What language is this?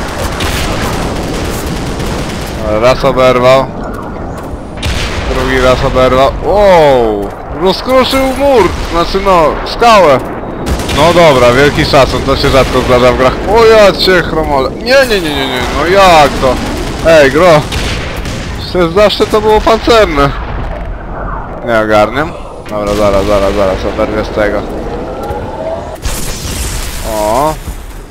Polish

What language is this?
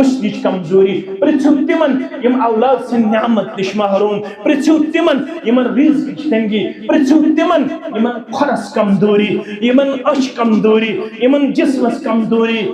Kashmiri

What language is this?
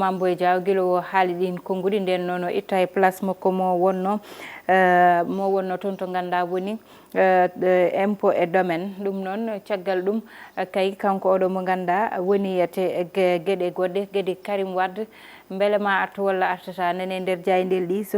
Fula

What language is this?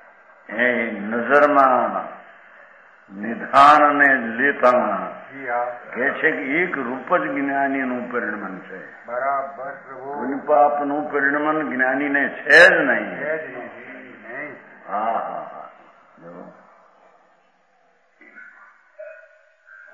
Gujarati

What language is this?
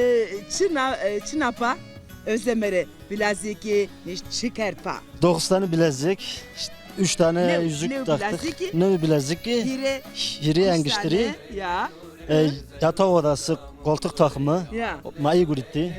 Zaza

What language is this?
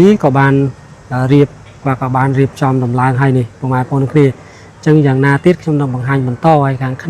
Khmer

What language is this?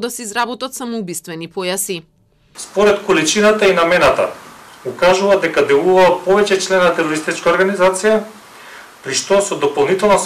Macedonian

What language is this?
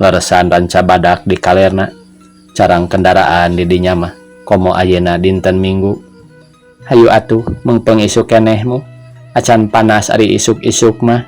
Sundanese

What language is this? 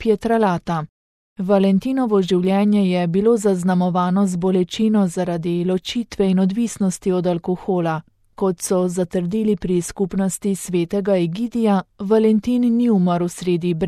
Slovenian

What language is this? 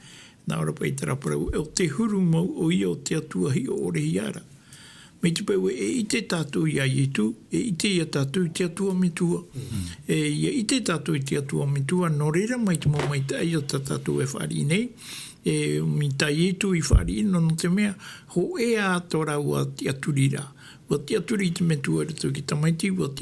Tahitian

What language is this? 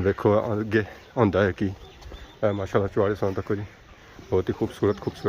Pahari-Potwari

